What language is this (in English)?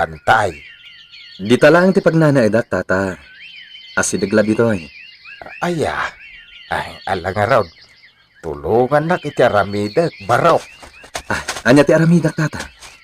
Iloko